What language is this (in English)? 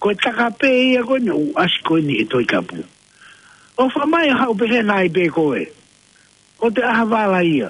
Tongan